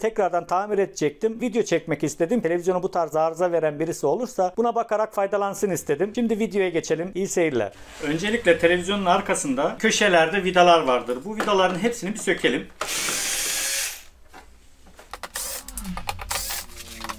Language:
Turkish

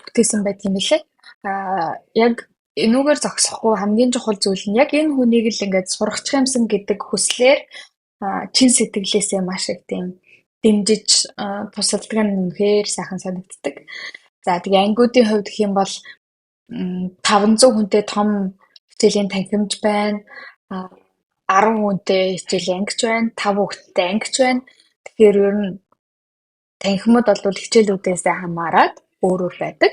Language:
Mongolian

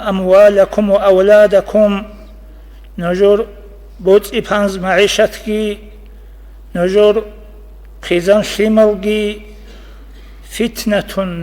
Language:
Avaric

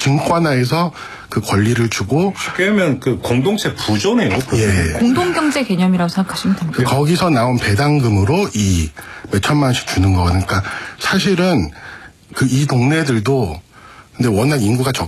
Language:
Korean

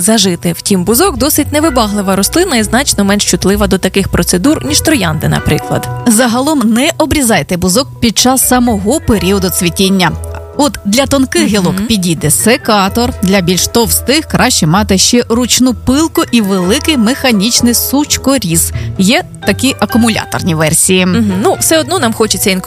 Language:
Ukrainian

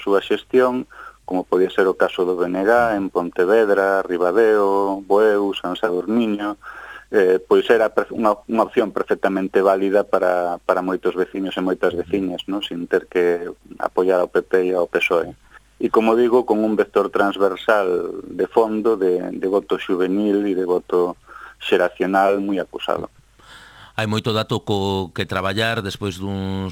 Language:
Galician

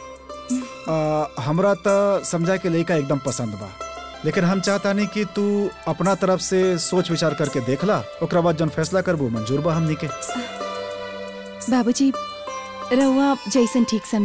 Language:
Bhojpuri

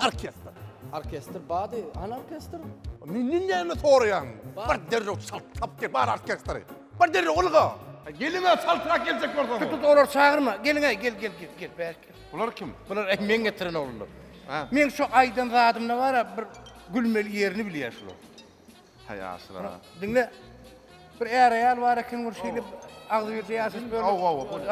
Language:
Turkmen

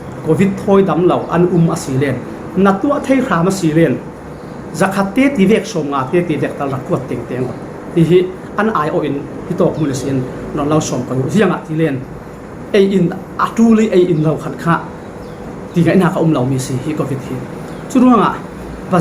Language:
Falam Chin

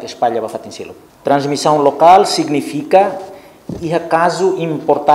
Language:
Tetum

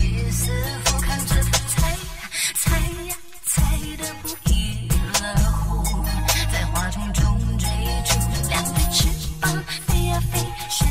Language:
Chinese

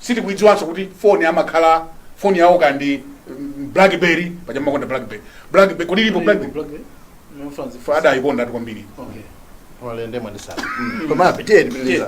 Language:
Nyanja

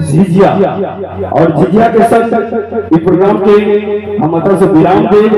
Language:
Maithili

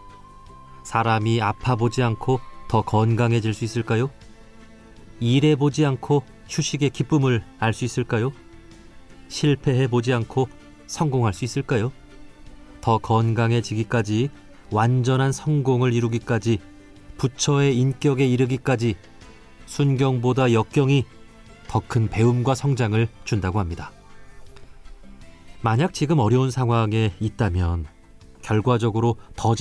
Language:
Korean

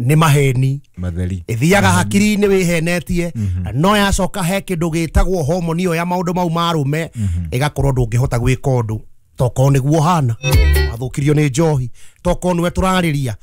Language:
Kikuyu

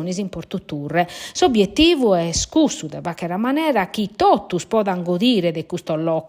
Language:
Sardinian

